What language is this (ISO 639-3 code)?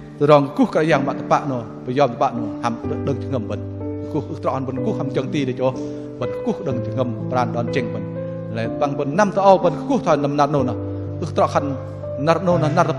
bdq